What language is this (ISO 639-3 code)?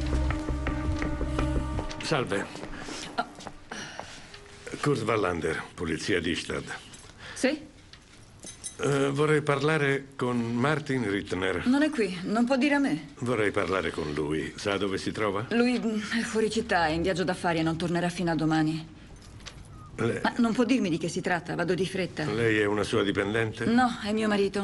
ita